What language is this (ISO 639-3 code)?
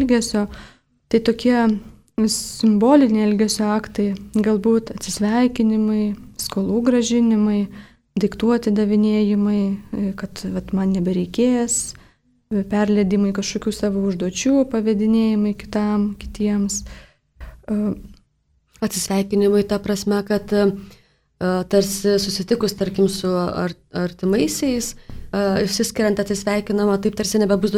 lit